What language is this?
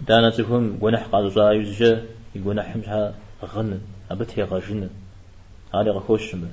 Kabardian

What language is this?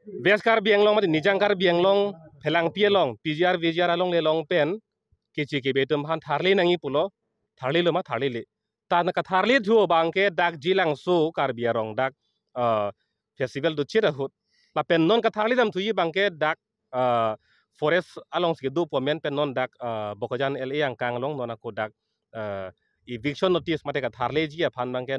Karbi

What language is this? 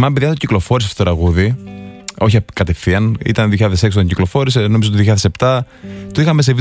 Greek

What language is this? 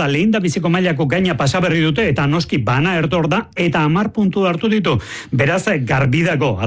Basque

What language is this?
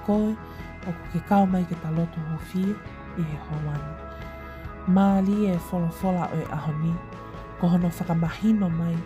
Tongan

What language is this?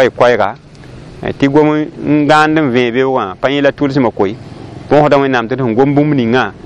Mossi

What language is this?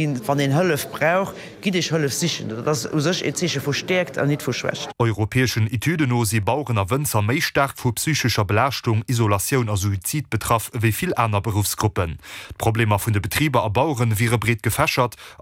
Luxembourgish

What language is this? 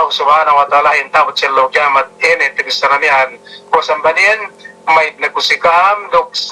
Yakan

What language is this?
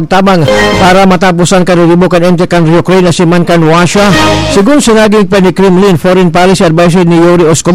Bikol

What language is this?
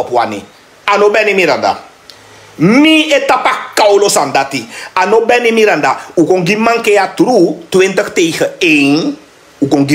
Sranan Tongo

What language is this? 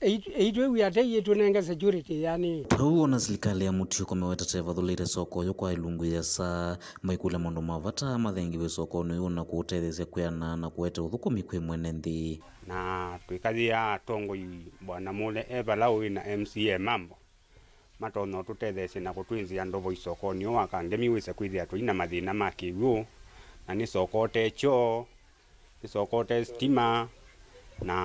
Kamba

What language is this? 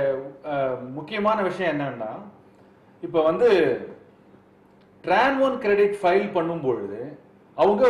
Tamil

